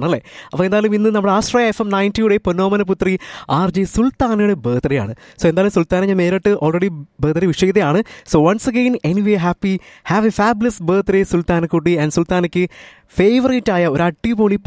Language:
Malayalam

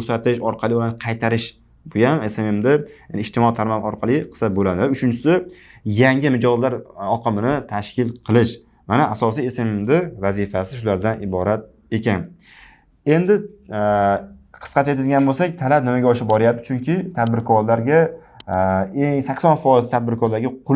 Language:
Uzbek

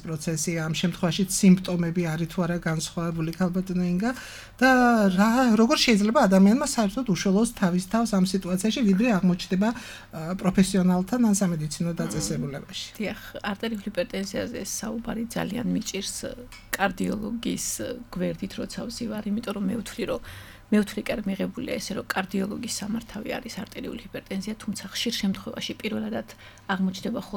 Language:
Georgian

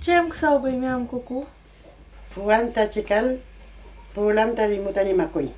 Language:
Mapuche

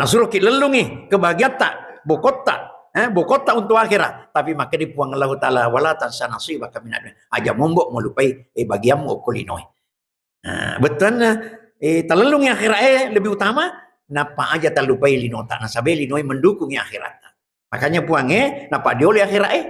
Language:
Buginese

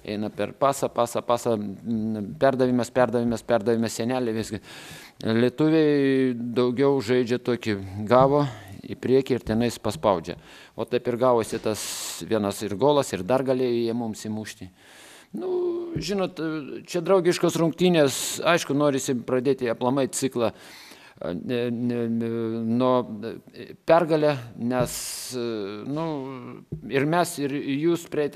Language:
Lithuanian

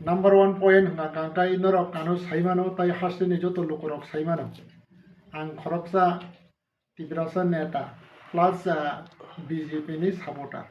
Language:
Kok Borok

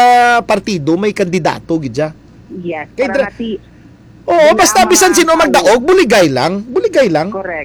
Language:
Hiligaynon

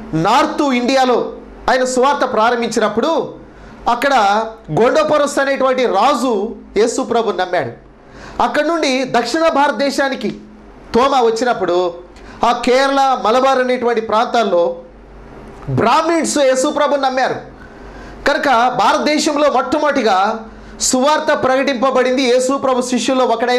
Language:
Telugu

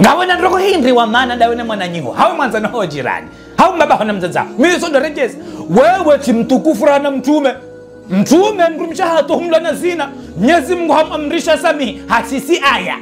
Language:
Ngazidja Comorian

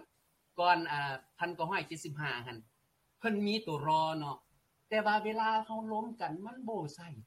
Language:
Lao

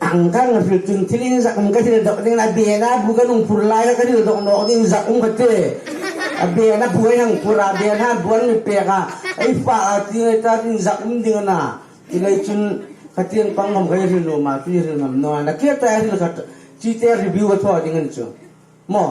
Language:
Hmar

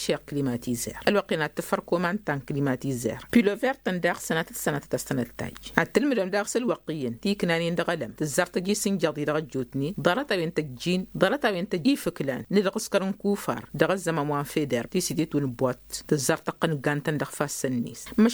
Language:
Tamasheq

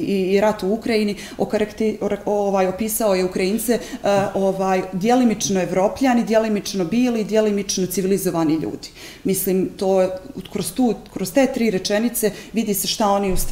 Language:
Bosnian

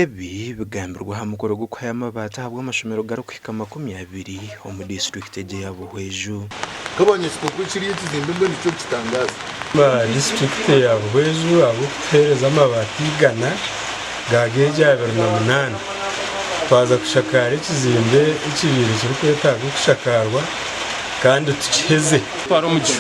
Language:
Nyankole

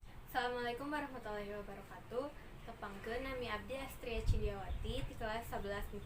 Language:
Sundanese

